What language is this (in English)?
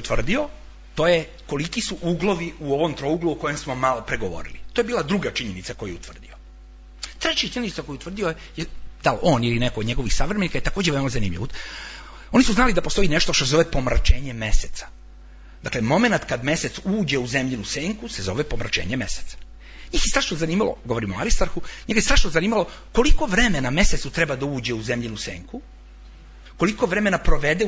Serbian